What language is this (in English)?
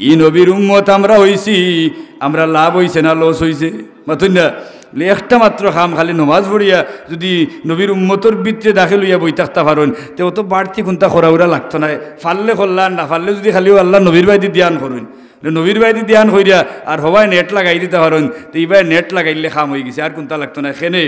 Sylheti